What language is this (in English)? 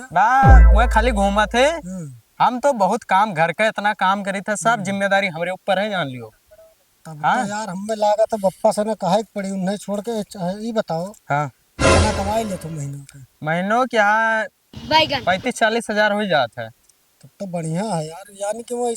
Awadhi